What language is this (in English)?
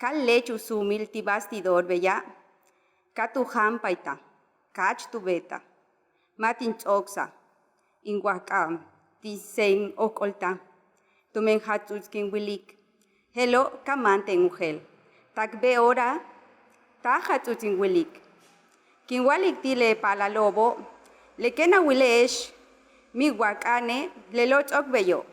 Yucateco